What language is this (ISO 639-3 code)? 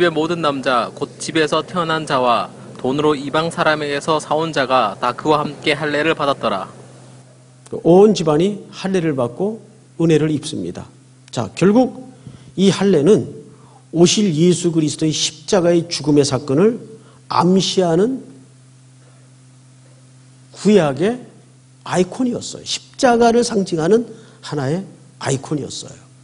kor